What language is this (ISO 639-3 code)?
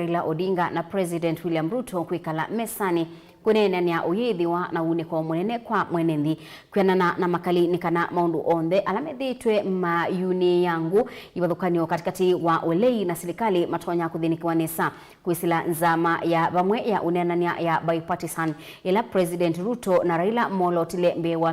kam